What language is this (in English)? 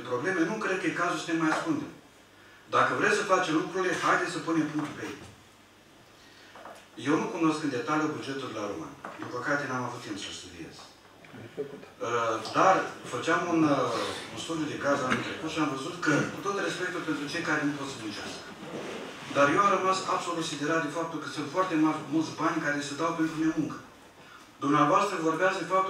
Romanian